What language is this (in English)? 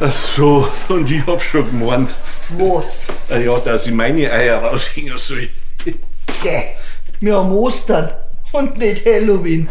Bavarian